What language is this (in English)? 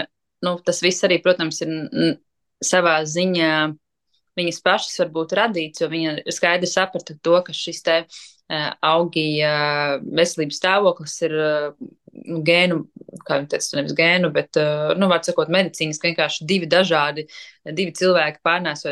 Latvian